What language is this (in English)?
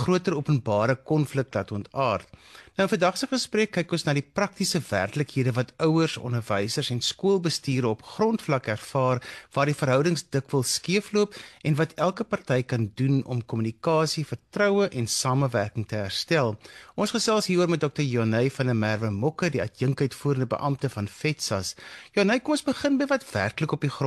Afrikaans